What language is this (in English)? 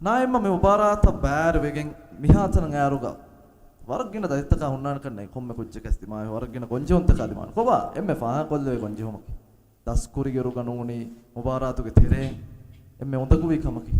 Divehi